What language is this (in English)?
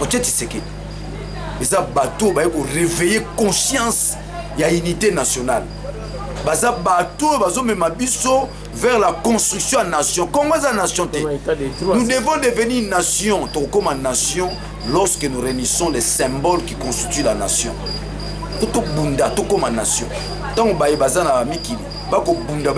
Lingala